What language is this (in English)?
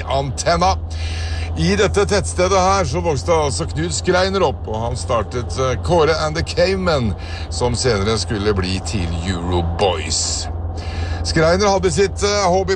Norwegian